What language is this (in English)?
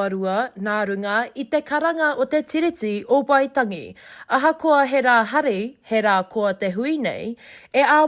Māori